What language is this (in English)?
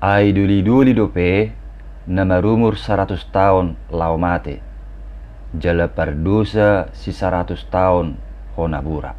Batak Toba